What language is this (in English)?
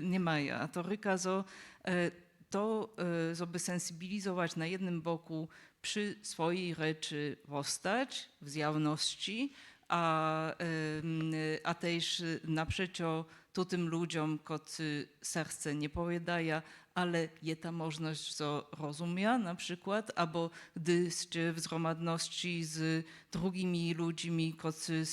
Upper Sorbian